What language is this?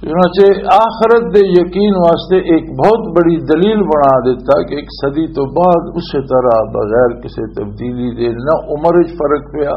Western Panjabi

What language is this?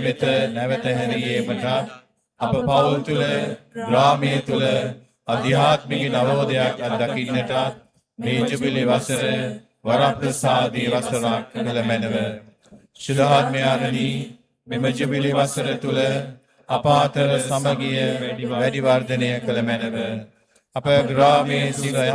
Sinhala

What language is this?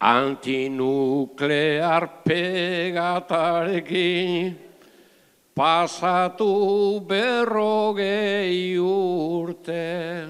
Basque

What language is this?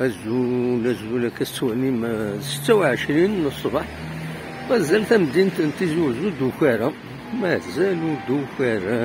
Kabyle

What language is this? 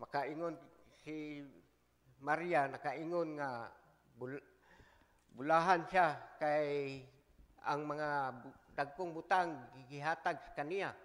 Cebuano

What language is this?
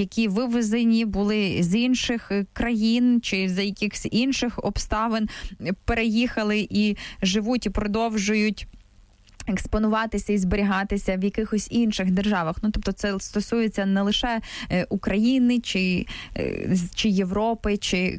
Ukrainian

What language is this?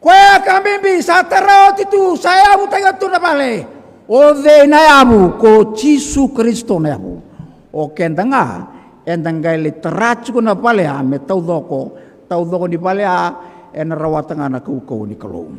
Fijian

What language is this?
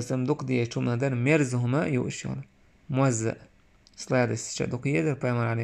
Chechen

